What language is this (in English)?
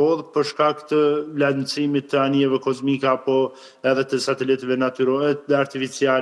Albanian